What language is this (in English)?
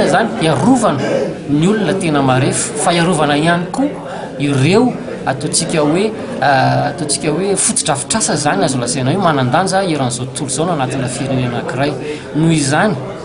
Malagasy